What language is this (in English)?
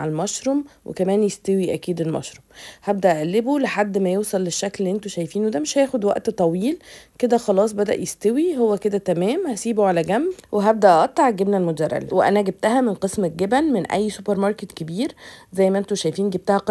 Egyptian Arabic